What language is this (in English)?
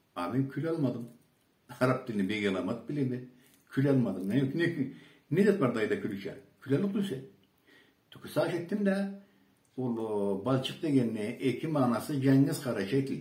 Karachay-Balkar